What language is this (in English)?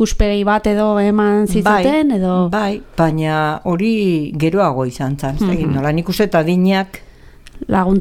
Basque